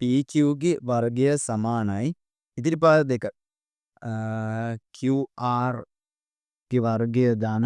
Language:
Sinhala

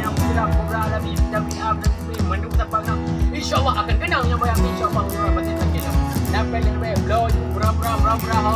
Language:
Achinese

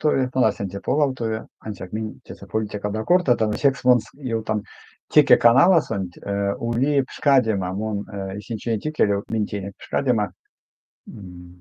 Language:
Erzya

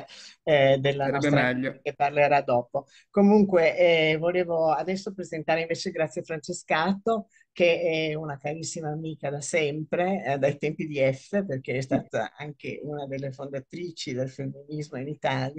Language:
Italian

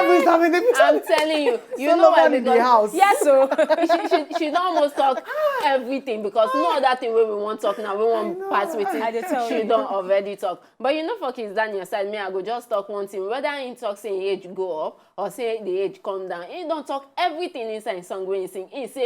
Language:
Nigerian Pidgin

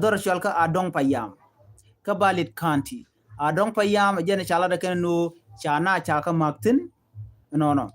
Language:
Nuer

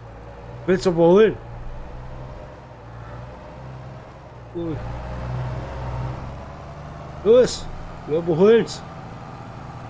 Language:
German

